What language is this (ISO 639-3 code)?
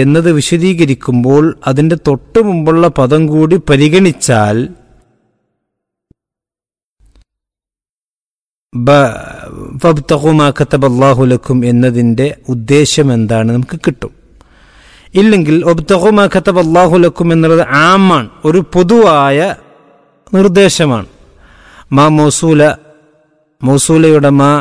mal